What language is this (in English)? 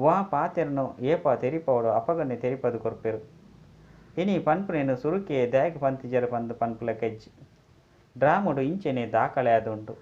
Tulu